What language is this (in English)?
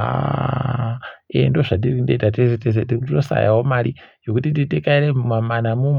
Ndau